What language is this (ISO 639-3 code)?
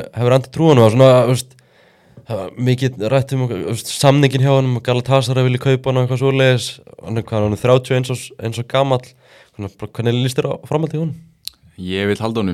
isl